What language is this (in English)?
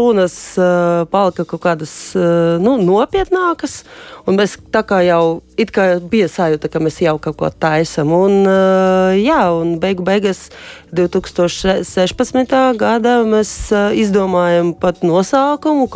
Latvian